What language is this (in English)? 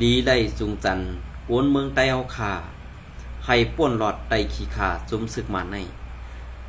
Shan